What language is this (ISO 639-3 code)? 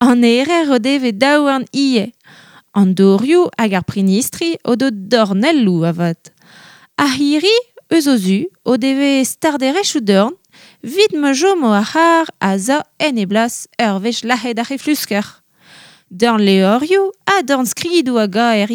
bre